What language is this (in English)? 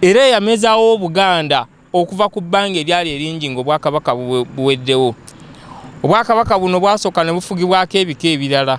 Ganda